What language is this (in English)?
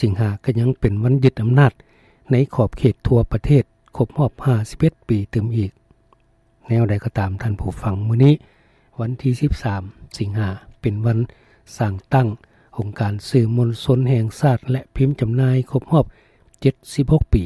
Lao